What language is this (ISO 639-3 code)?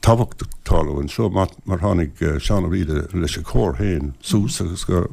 gle